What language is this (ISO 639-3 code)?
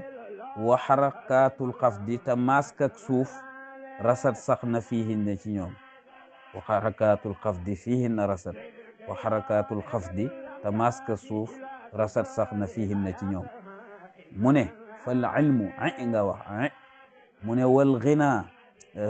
wol